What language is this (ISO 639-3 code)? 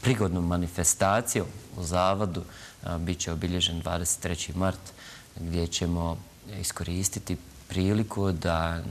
bos